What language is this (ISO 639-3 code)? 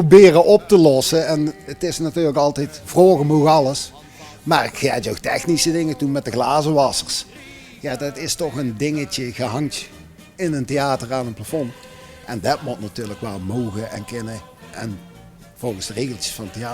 lim